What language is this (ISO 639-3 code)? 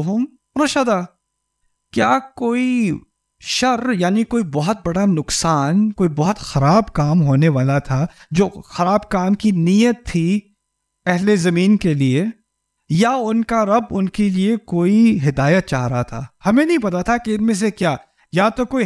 urd